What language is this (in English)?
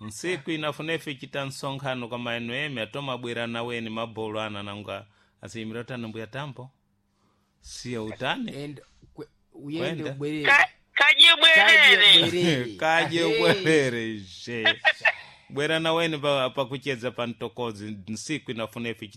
Sena